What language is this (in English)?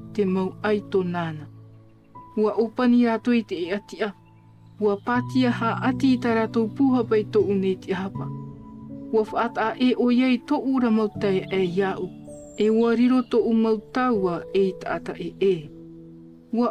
Tahitian